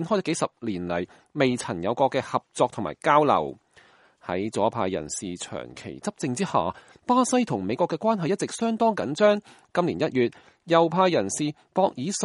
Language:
Cantonese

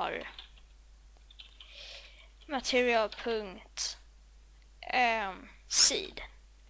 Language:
Swedish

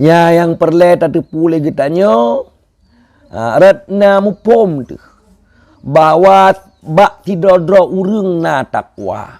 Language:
Achinese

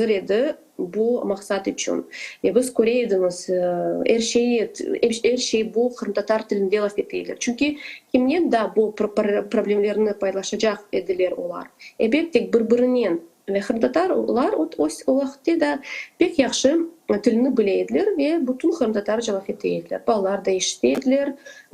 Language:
Crimean Tatar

